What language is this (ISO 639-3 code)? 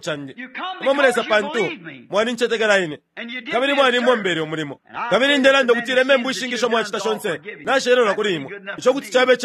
bem